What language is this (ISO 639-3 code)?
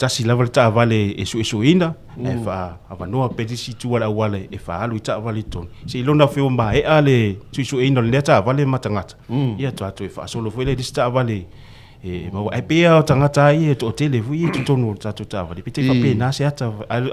smo